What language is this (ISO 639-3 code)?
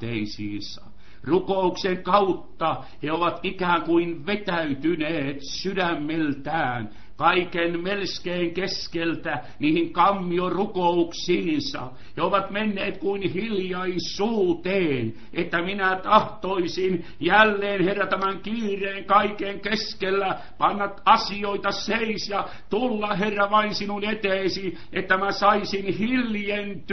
fin